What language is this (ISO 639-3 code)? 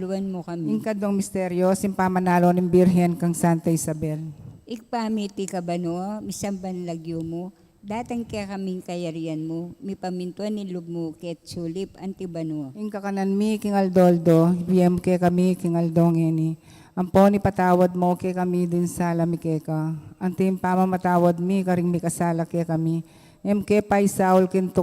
pam